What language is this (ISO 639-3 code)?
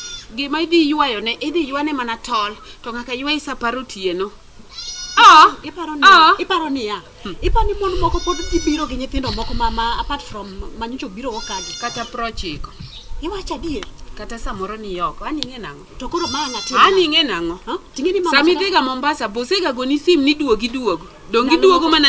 luo